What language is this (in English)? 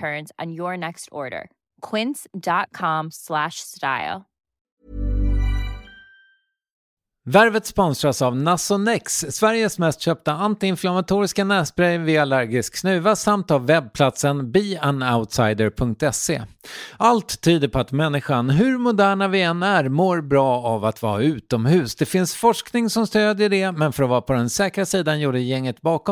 Swedish